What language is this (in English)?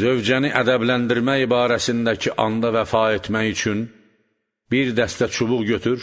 Azerbaijani